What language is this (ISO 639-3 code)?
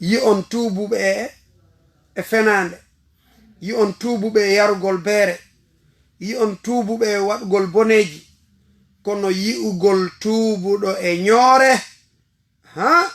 ful